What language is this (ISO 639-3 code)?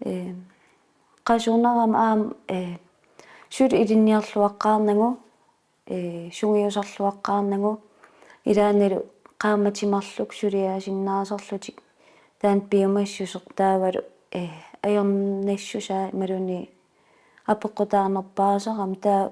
kal